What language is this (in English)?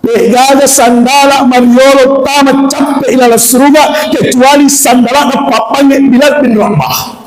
Buginese